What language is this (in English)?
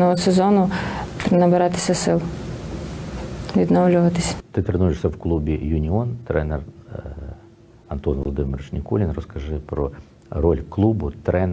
Ukrainian